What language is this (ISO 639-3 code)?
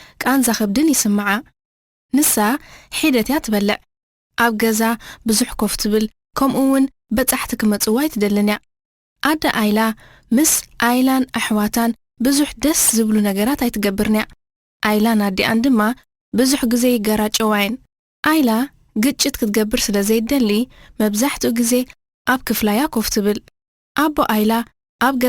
tir